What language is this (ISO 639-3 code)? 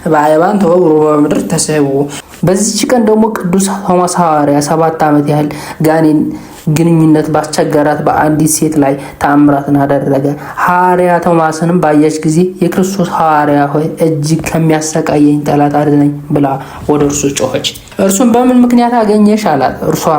amh